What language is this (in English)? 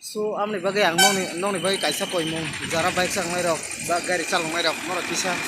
Kok Borok